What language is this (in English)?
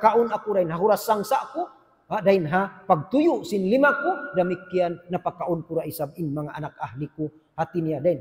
Tausug